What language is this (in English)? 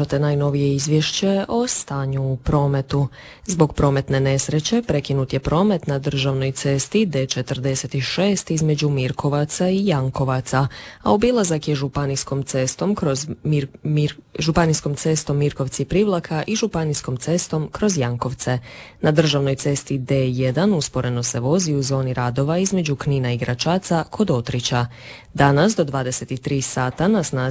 Croatian